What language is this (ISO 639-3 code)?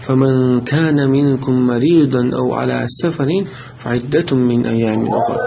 che